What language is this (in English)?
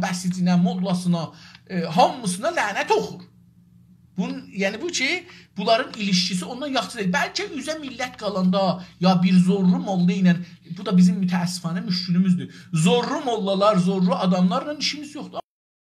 South Azerbaijani